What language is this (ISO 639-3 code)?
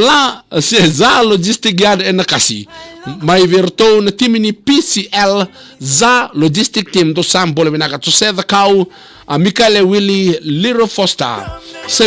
fij